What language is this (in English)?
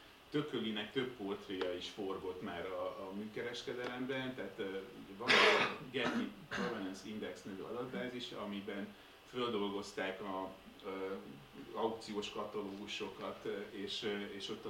Hungarian